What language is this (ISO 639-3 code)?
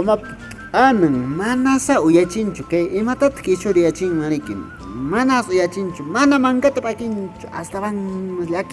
que